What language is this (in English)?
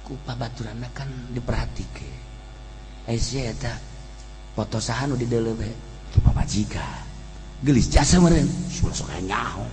Sundanese